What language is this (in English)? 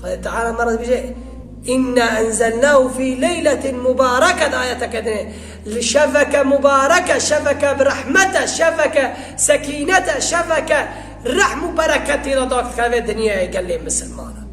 Kurdish